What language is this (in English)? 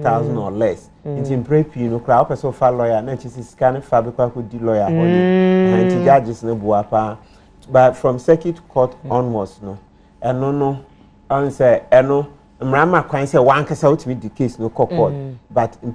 Akan